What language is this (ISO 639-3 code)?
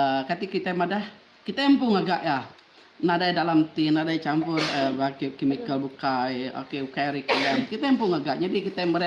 iba